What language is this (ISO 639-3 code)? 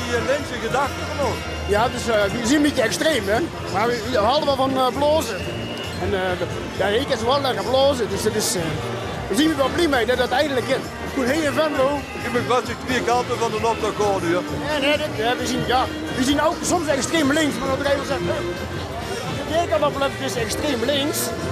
lim